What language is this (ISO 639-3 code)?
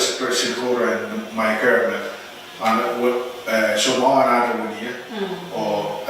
pon